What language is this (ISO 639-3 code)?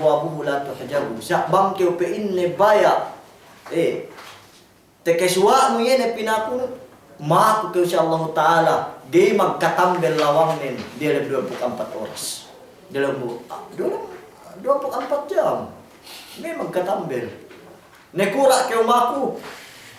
yka